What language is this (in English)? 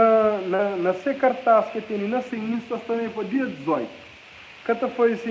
Kabuverdianu